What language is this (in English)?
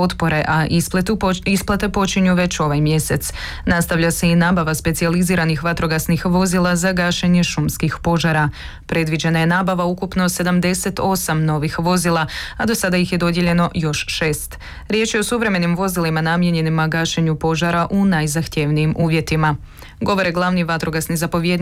Croatian